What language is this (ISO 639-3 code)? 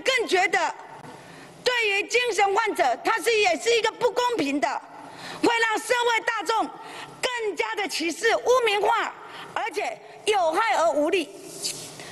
zho